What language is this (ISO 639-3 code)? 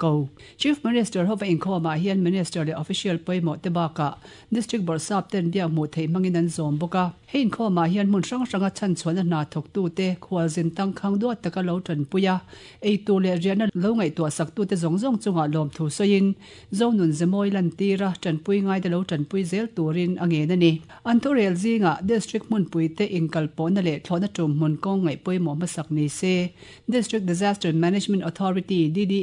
lus